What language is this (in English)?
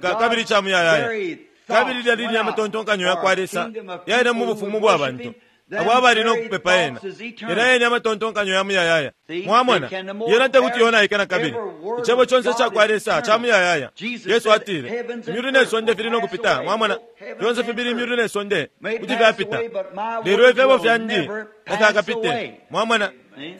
Bemba